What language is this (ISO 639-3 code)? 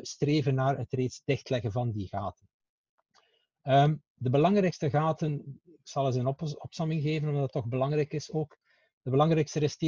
nld